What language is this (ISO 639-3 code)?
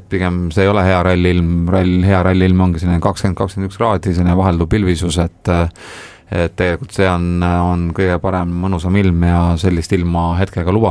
est